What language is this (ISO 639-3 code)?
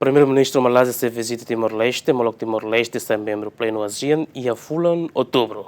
tet